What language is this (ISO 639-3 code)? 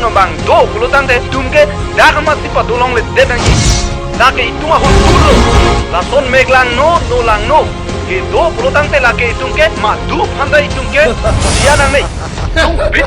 mjw